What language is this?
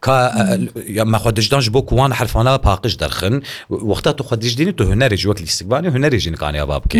Kurdish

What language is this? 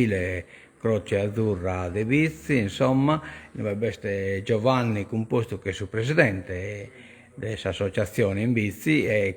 Sardinian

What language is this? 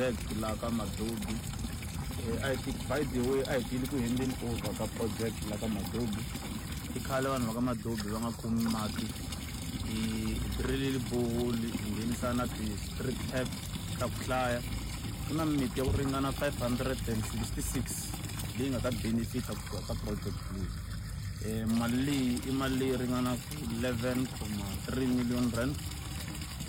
Tsonga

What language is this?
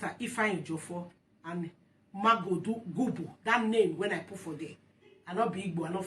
Nigerian Pidgin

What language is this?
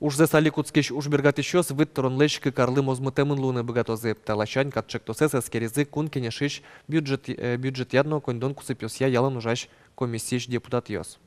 Udmurt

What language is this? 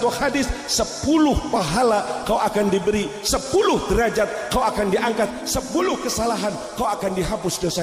Indonesian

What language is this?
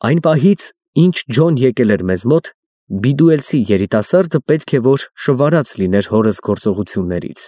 Armenian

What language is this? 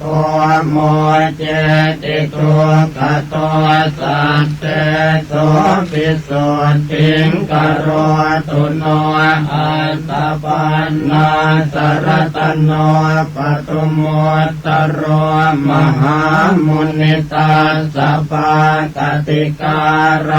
Pali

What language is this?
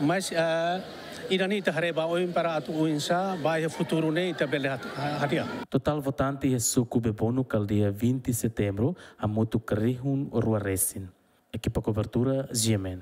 Tetum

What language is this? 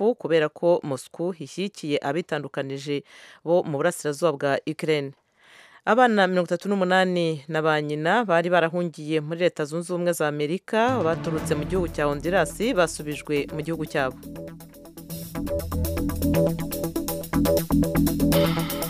Kinyarwanda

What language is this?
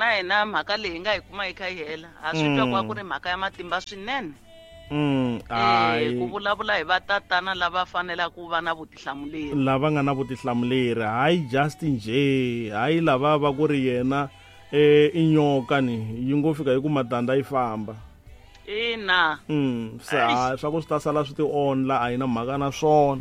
Tsonga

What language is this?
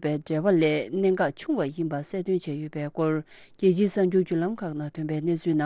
Tibetan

